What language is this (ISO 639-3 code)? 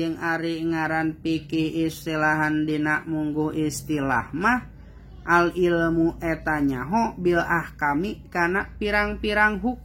sun